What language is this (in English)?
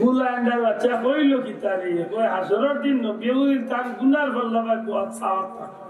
Sylheti